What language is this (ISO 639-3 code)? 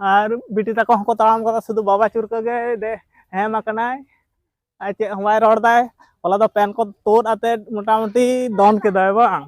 sat